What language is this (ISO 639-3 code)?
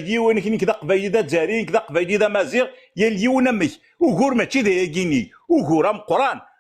kab